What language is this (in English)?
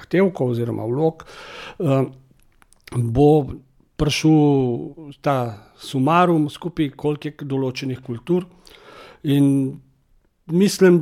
Slovenian